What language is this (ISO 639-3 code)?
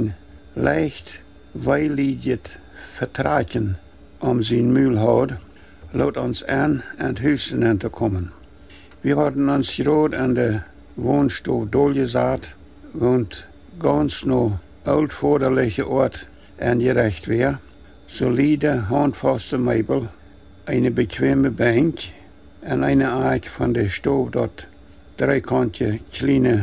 pdt